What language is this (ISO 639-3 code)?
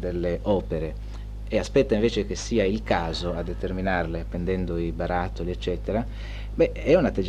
ita